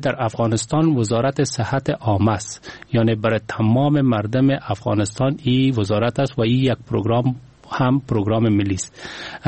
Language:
Persian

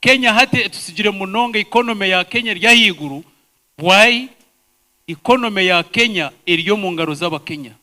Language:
Nyankole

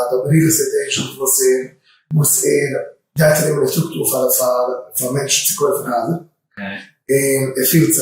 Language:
Yiddish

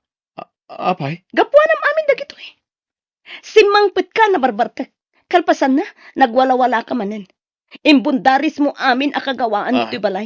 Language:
Iloko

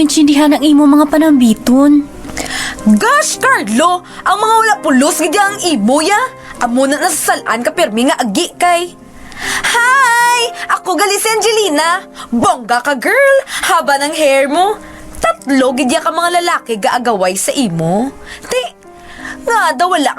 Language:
Hiligaynon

